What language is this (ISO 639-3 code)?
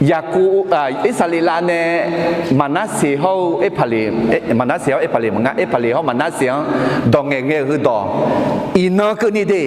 ahk